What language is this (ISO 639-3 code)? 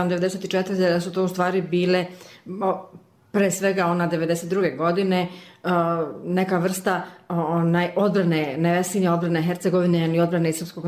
bos